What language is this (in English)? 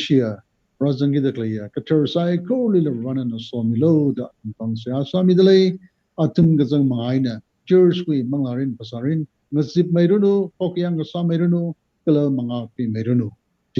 Tangkhul Naga (India)